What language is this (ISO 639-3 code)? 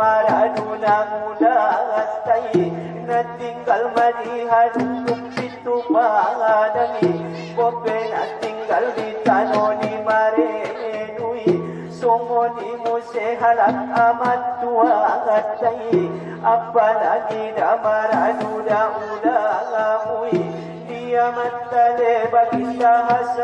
akb